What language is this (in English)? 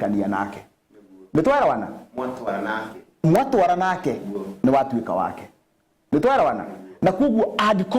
Kikuyu